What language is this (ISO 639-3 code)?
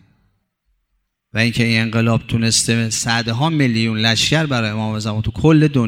fas